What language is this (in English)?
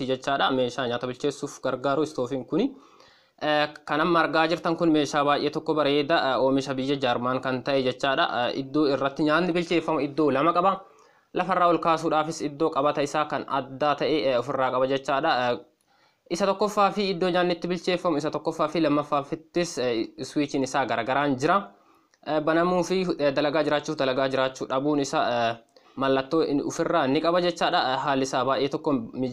Oromo